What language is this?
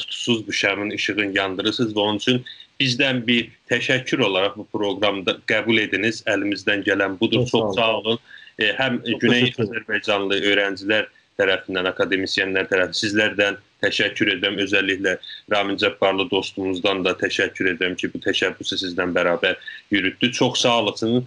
South Azerbaijani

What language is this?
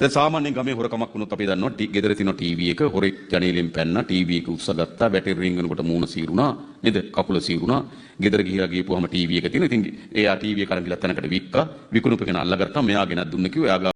Sinhala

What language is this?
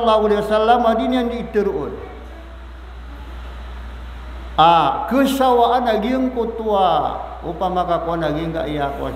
Maranao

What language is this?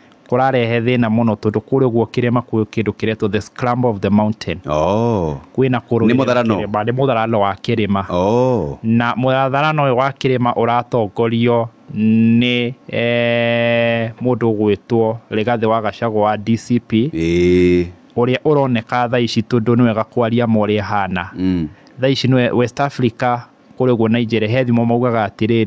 Kikuyu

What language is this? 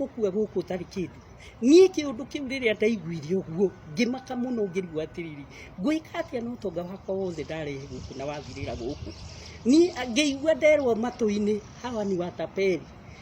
Kikuyu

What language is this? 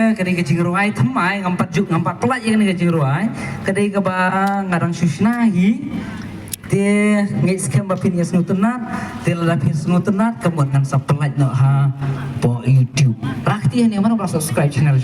Khasi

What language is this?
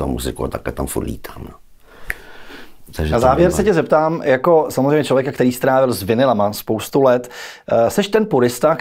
Czech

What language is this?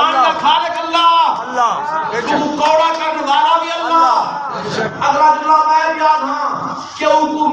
Saraiki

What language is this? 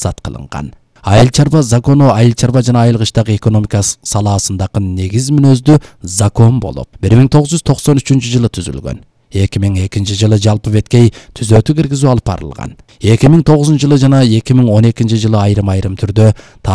Kyrgyz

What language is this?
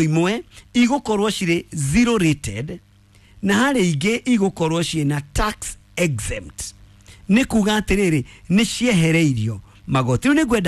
Kikuyu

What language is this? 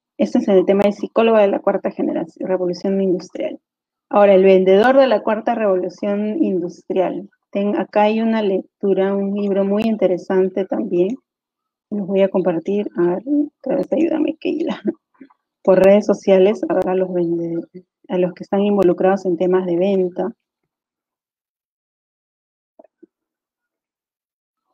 Spanish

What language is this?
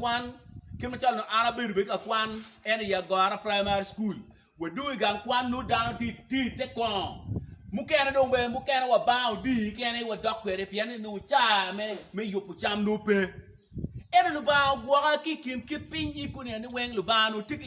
Acoli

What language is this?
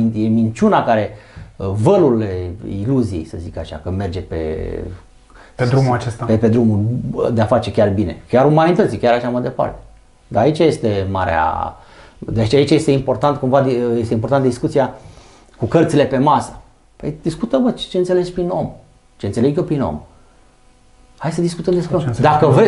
Romanian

